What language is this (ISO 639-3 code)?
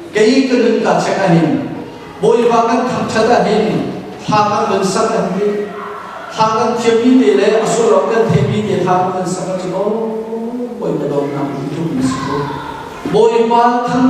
cnh